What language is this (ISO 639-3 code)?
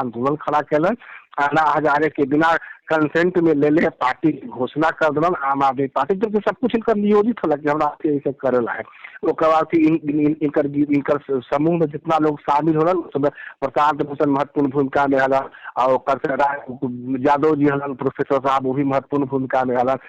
mag